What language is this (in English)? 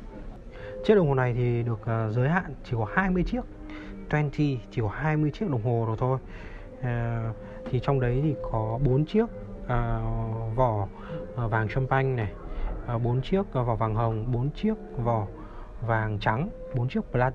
Vietnamese